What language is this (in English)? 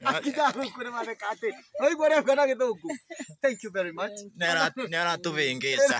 Kikuyu